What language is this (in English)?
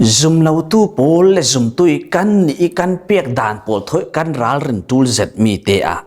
Falam Chin